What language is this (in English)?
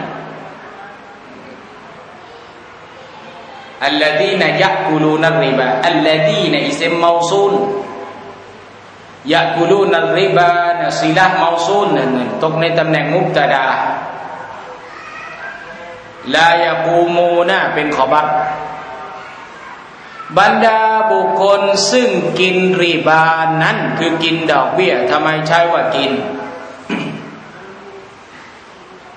Thai